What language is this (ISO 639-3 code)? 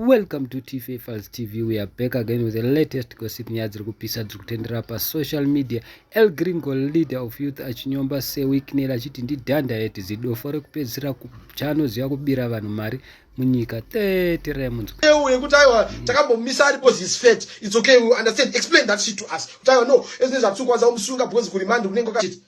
sna